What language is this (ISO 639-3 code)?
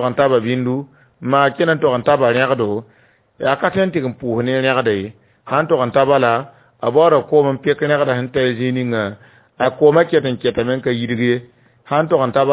mos